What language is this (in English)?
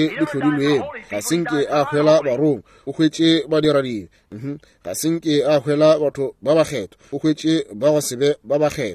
Northern Sotho